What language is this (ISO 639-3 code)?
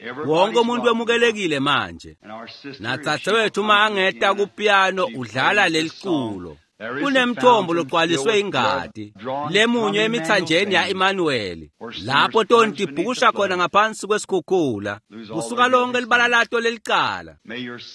ssw